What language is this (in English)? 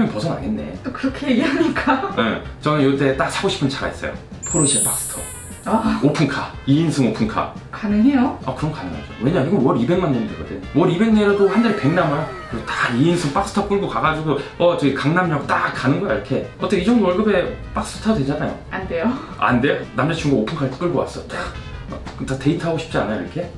Korean